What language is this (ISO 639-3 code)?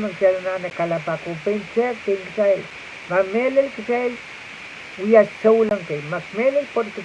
pon